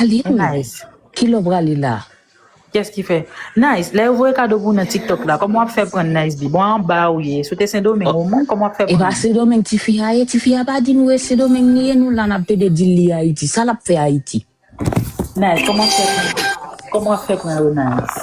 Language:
Haitian Creole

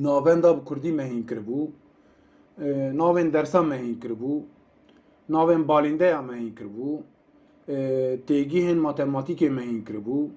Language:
Kurdish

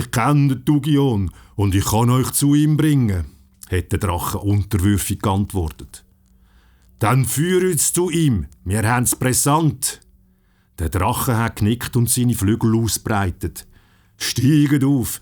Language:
Swiss German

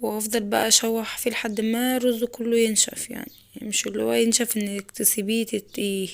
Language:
Egyptian Arabic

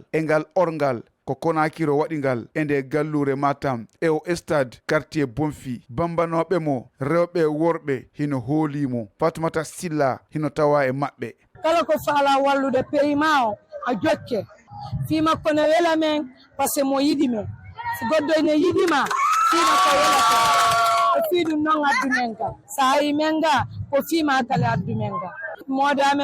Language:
Fula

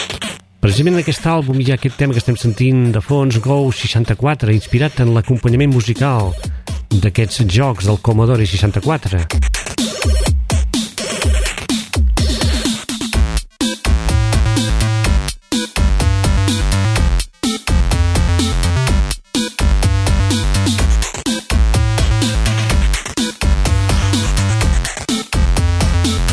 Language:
Catalan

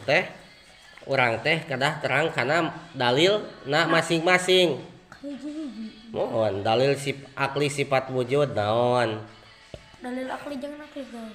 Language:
Sundanese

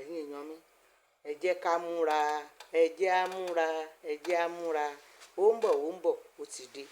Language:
Yoruba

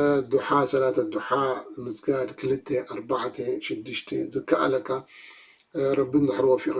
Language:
Tigrinya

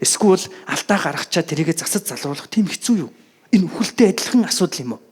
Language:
Mongolian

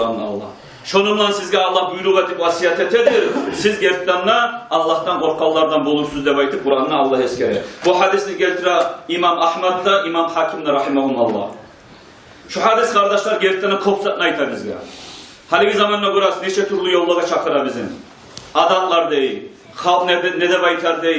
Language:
Kumyk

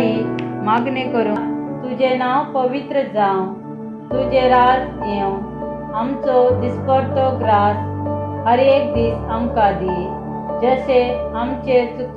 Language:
Konkani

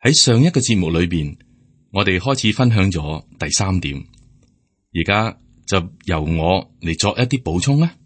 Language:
Cantonese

